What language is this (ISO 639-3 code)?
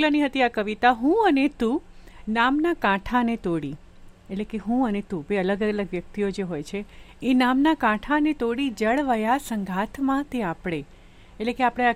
guj